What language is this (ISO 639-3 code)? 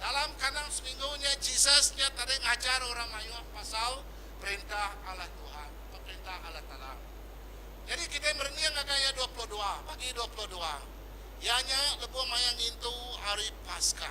iba